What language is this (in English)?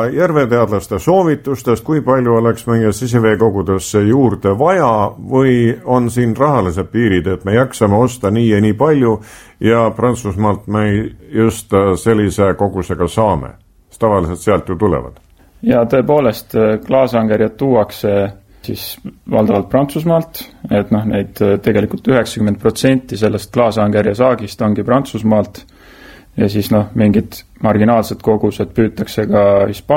Estonian